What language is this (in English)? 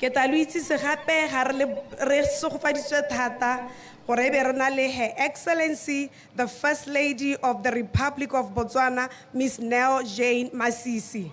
Tswana